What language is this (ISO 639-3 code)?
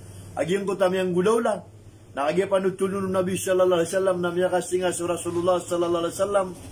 mrw